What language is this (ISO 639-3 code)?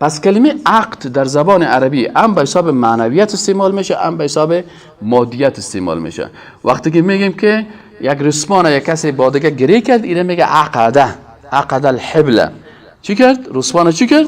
fas